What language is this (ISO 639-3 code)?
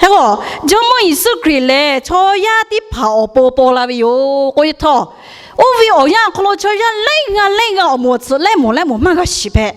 lhu